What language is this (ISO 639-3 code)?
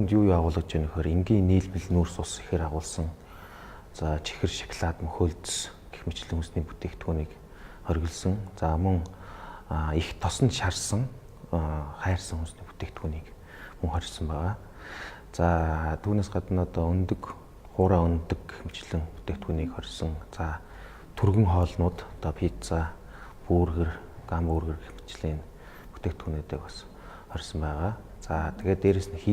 mon